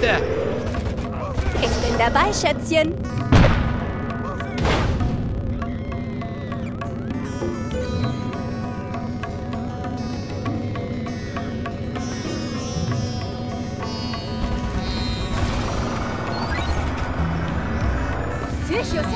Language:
German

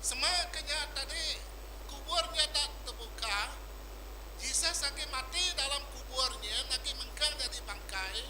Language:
Iban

